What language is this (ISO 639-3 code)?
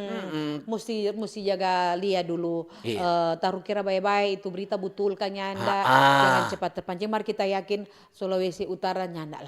xmm